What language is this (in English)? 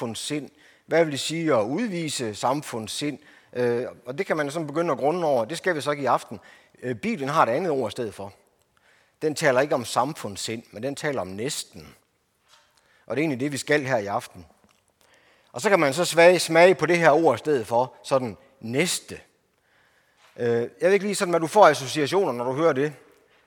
Danish